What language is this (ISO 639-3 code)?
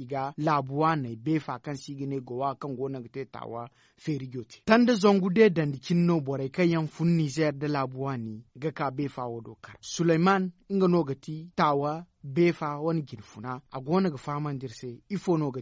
dje